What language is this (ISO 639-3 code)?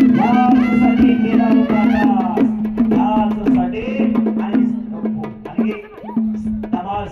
mar